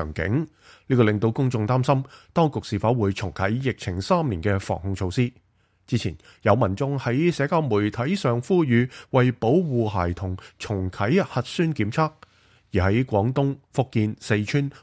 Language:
Cantonese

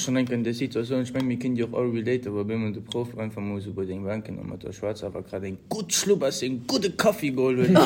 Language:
Luxembourgish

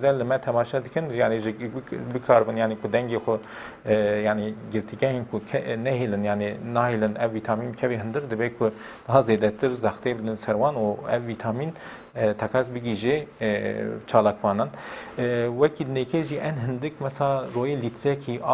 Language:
Kurdish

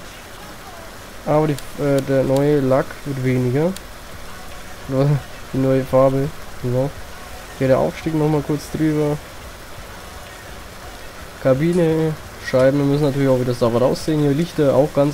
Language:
German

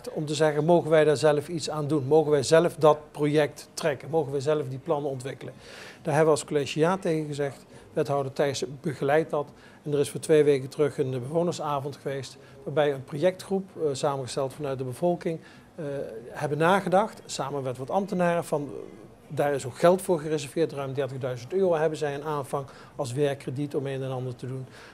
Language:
Dutch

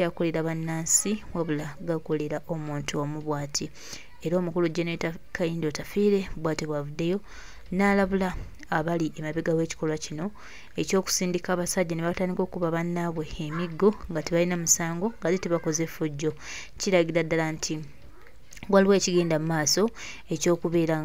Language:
Ganda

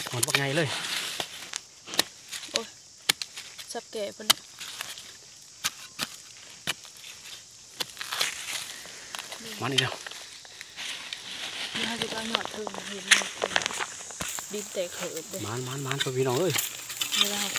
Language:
Thai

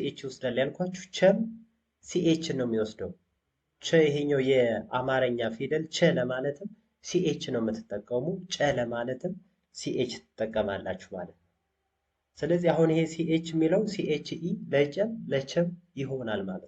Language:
Amharic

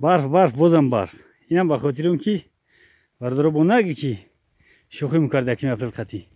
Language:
Tajik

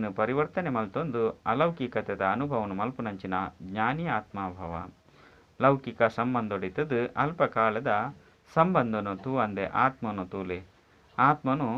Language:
Tulu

